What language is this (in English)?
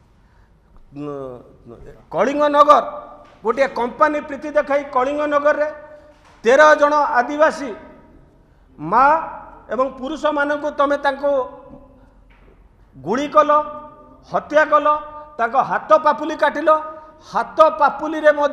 Odia